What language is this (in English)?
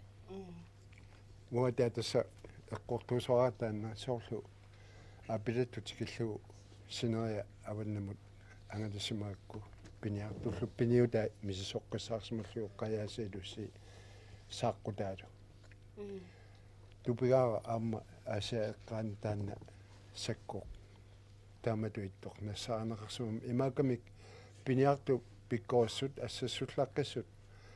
Kalaallisut